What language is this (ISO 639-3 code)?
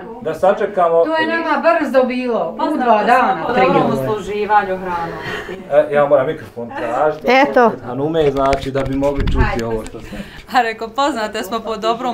bos